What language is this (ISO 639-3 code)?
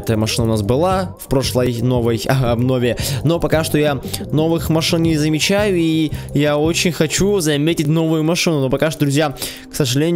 rus